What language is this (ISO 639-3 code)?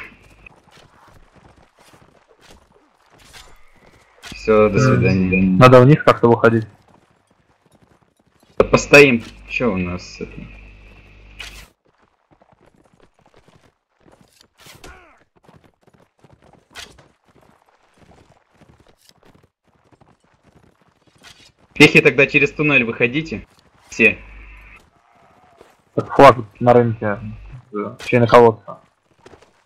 rus